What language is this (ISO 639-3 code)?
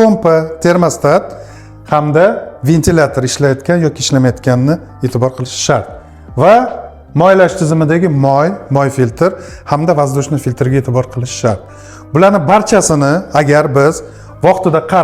uzb